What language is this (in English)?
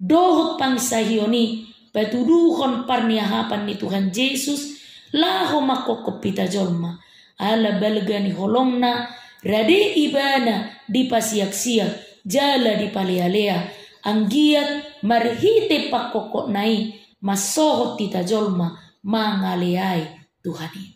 Batak Toba